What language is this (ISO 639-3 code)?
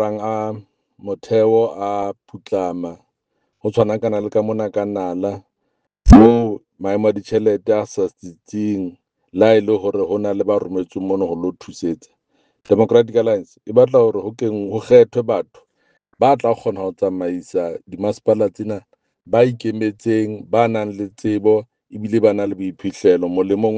sot